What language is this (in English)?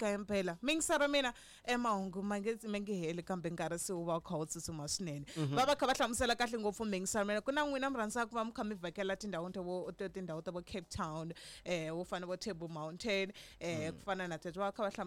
Tsonga